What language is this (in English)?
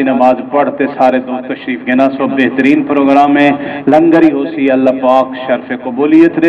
Saraiki